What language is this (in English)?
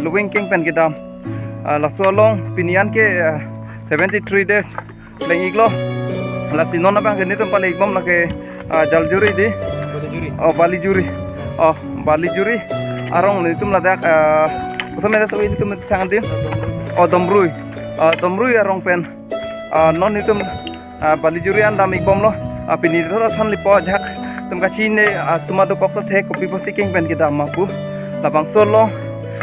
Karbi